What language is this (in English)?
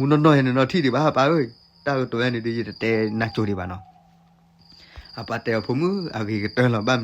S'gaw Karen